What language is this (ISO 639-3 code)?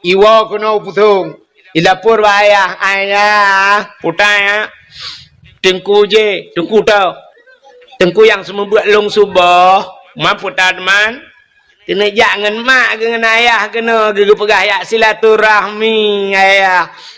ace